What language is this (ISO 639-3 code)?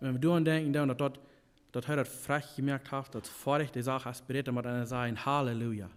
pdt